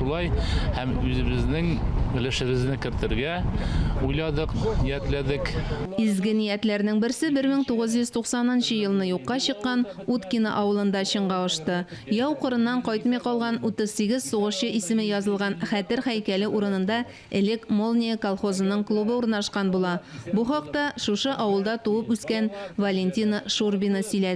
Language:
Tatar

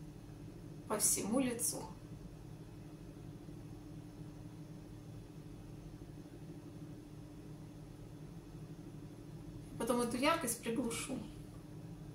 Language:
Russian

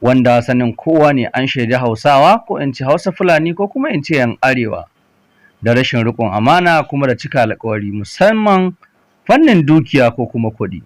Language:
Hausa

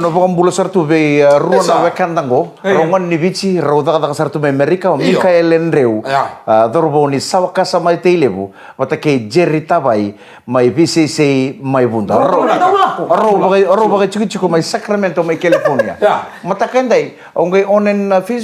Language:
Fijian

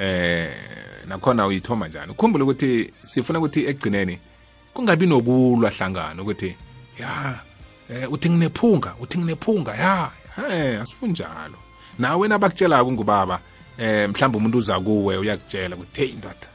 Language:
South Ndebele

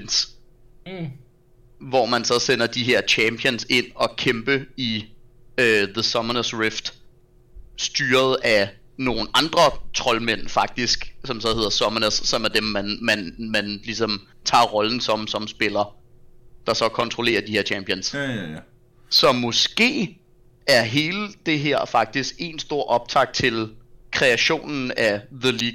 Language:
Danish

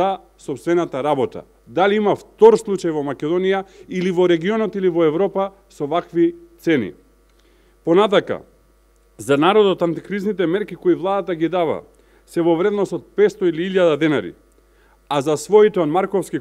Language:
Macedonian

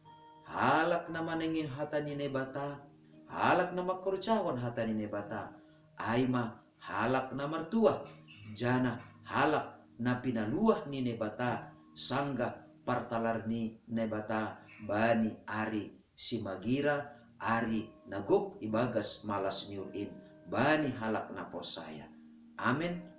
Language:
Batak Simalungun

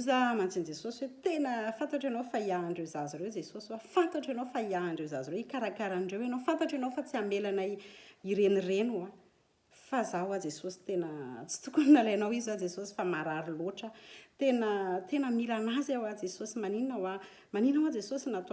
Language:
Malagasy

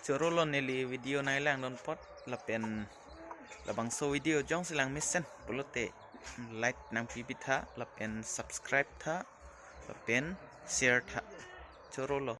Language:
Karbi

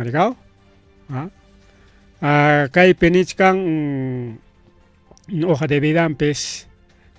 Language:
Ayacucho Quechua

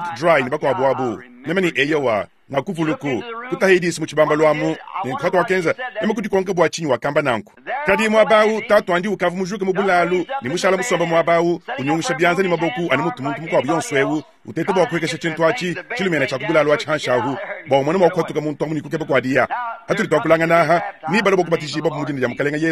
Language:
Luba-Lulua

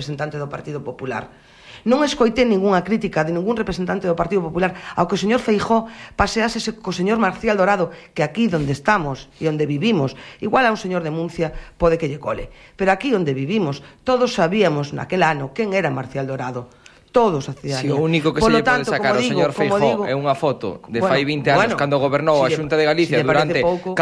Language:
Galician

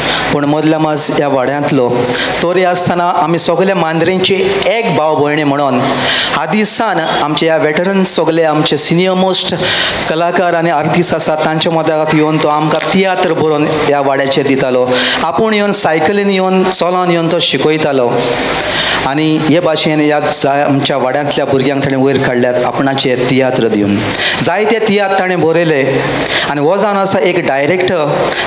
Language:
Konkani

